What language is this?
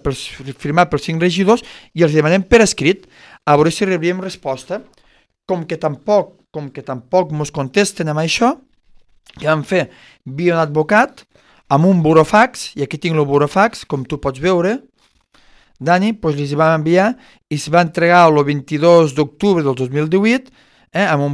Catalan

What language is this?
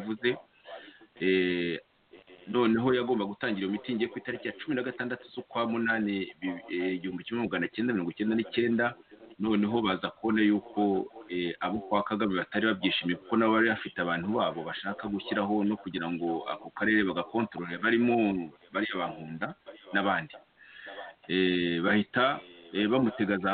Kinyarwanda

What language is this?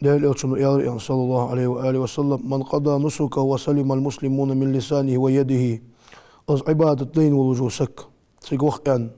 Ingush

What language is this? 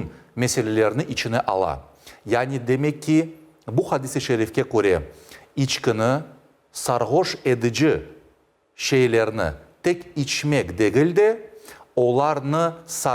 Crimean Tatar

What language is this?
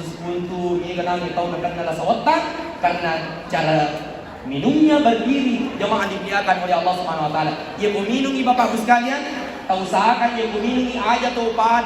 Buginese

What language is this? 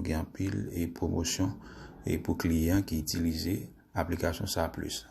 Haitian Creole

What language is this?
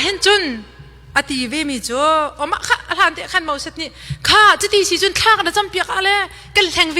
Hakha Chin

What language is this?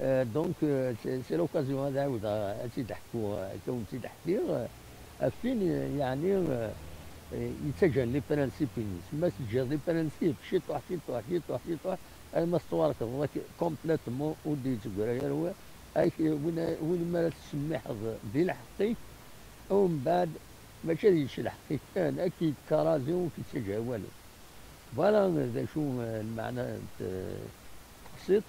Kabyle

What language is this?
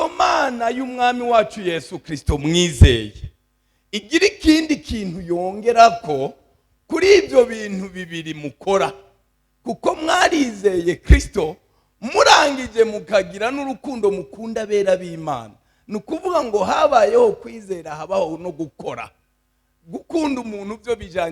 Rundi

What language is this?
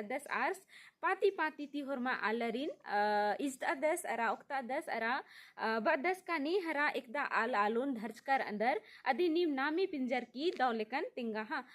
Kurukh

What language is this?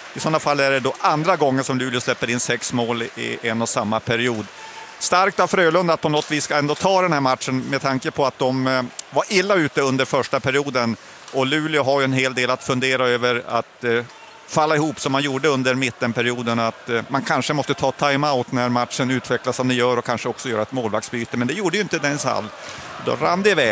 Swedish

